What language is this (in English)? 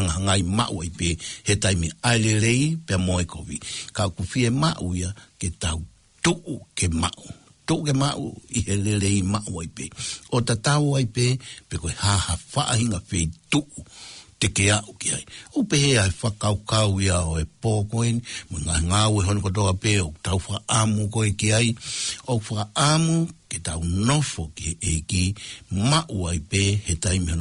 Tongan